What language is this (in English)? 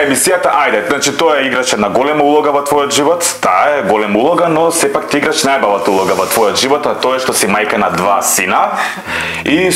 Macedonian